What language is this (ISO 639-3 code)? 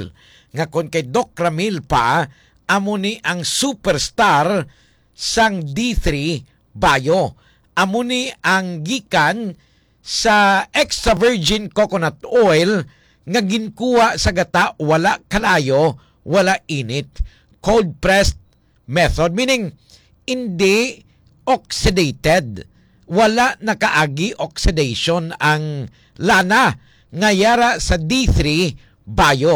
hil